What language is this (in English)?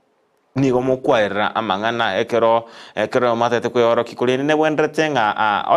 Gusii